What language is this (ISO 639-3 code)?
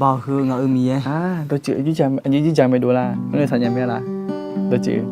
ahk